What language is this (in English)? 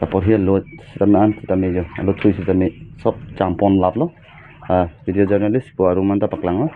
Karbi